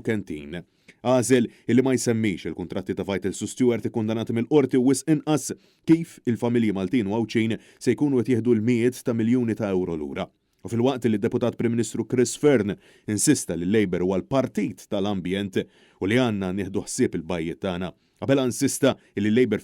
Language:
Maltese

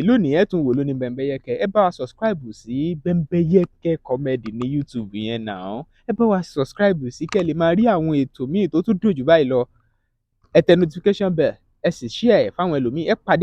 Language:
Yoruba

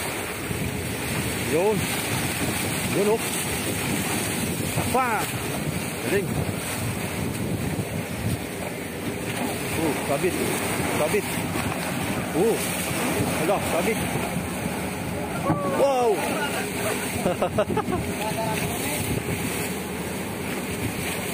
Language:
Filipino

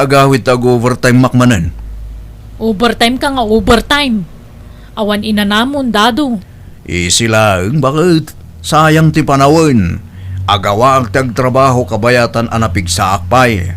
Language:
Iloko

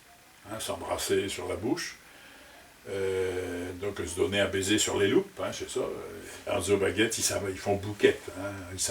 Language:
Picard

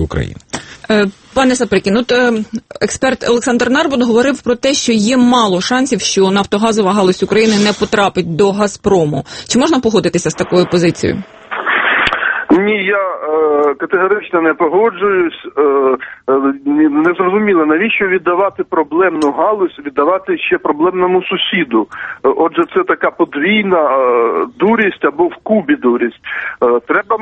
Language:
Ukrainian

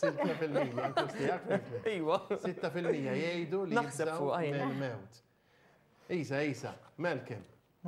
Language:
Maltese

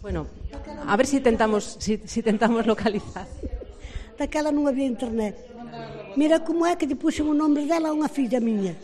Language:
Galician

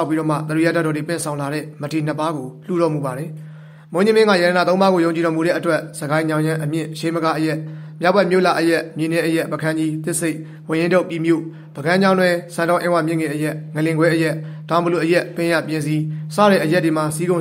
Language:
Burmese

